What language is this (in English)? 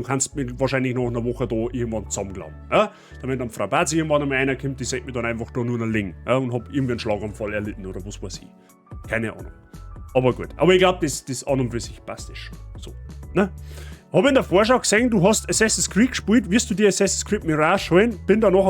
Bavarian